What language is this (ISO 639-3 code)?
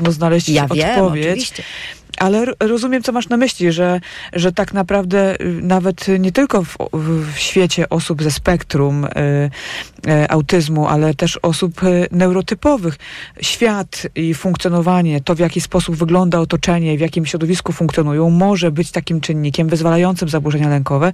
pol